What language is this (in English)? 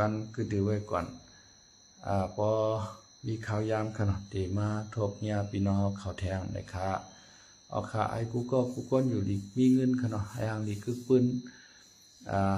Shan